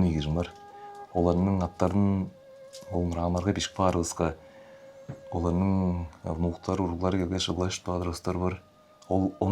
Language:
Tuvinian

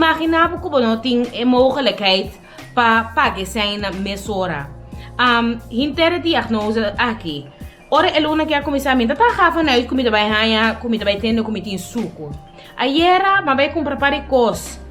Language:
Papiamento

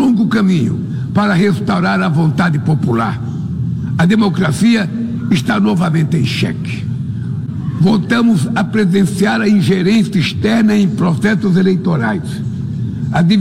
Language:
Portuguese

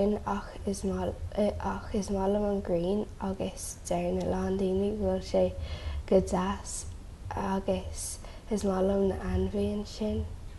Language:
Irish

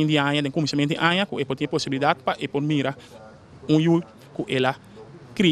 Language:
Papiamento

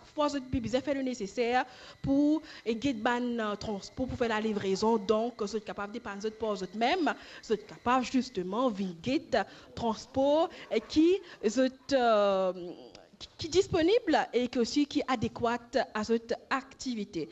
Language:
Morisyen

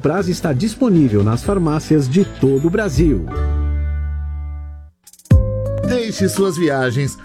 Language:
Portuguese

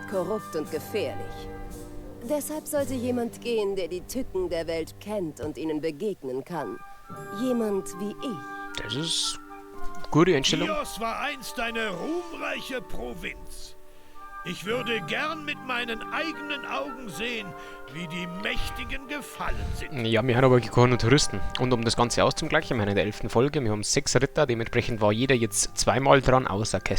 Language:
Bavarian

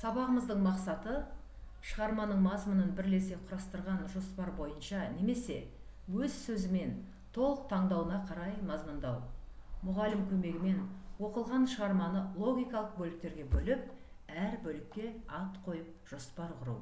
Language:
Kazakh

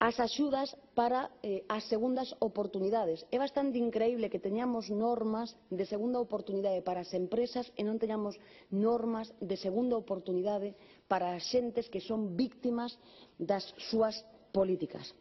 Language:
Galician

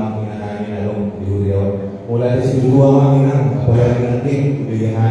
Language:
Batak Toba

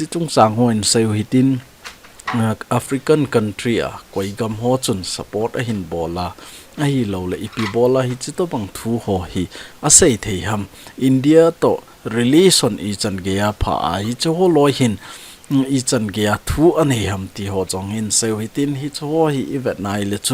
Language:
Thado Chin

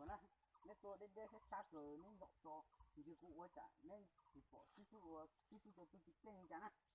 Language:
Hmong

